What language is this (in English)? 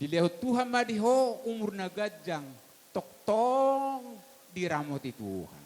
Batak Toba